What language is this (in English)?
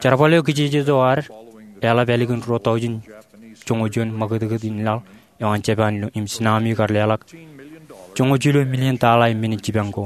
Marshallese